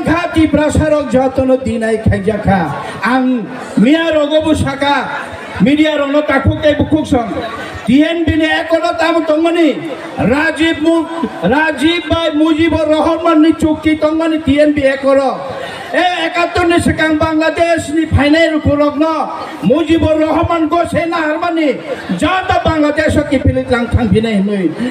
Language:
Kok Borok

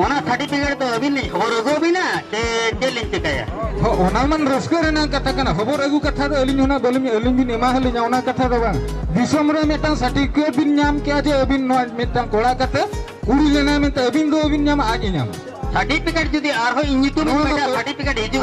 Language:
Santali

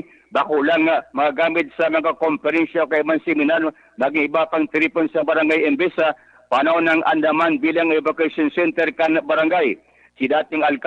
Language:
Bikol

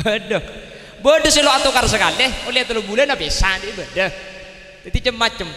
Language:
Madurese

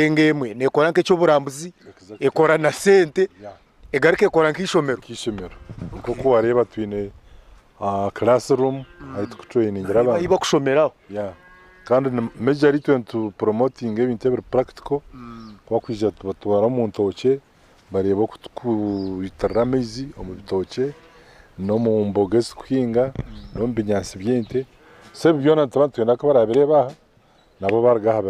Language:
Nyankole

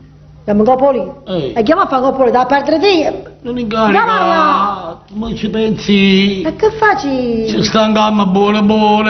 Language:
Neapolitan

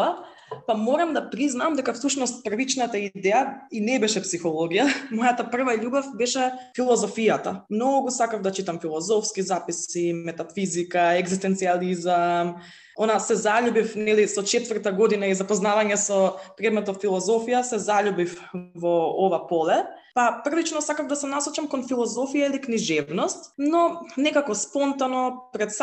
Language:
Macedonian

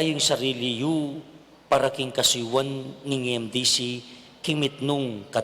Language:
Pampanga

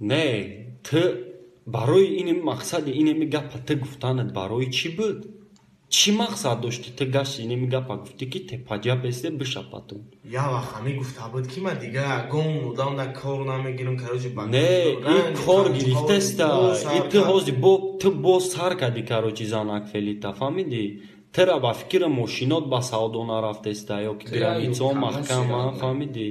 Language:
Tajik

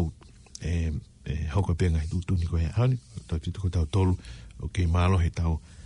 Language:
Tongan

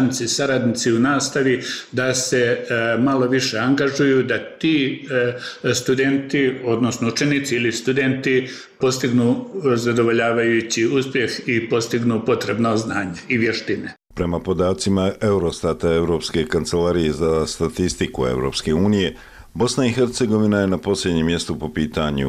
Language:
Bosnian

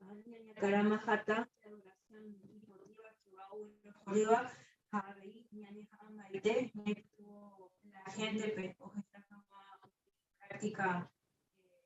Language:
Guarani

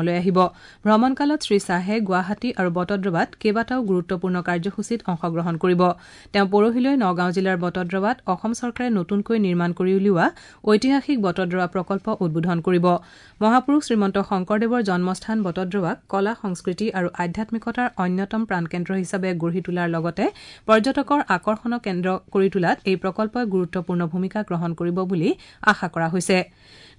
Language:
Assamese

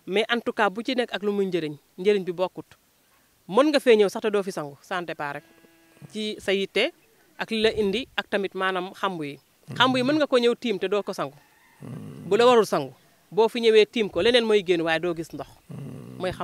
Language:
Wolof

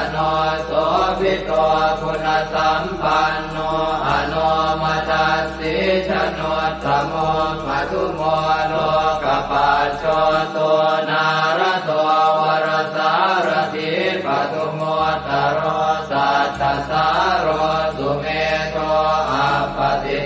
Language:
Pali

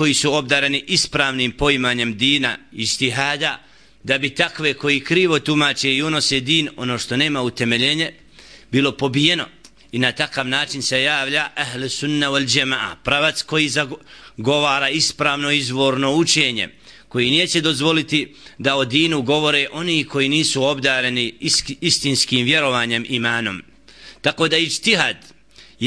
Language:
Bosnian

